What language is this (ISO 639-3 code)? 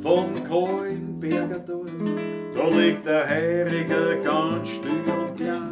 bar